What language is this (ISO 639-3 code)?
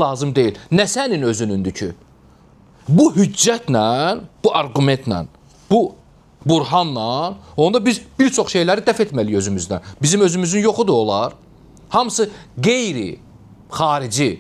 aze